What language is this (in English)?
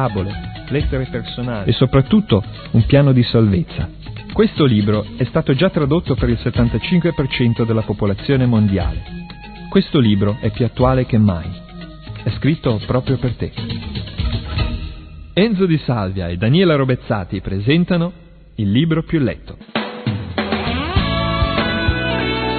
Italian